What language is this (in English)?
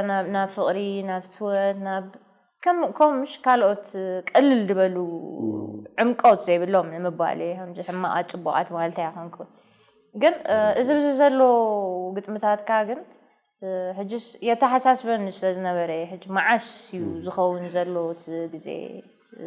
Tigrinya